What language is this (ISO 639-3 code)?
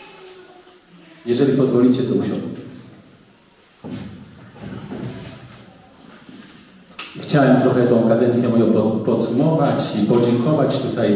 pol